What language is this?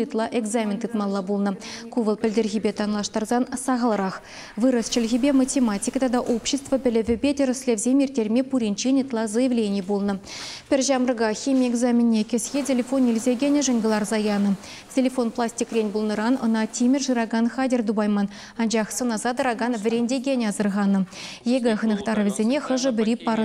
Chuvash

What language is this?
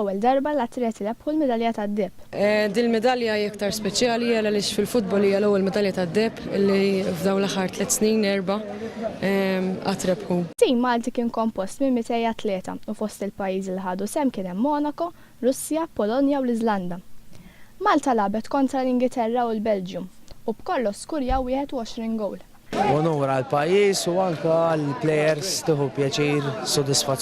Maltese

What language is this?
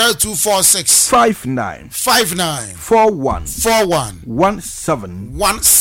Akan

